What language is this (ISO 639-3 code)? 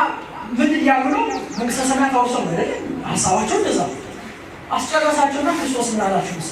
amh